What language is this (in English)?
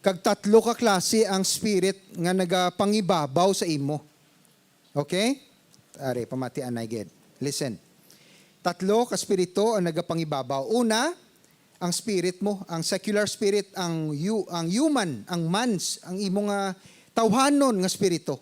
Hiligaynon